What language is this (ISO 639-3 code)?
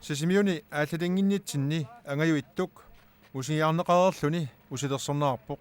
kal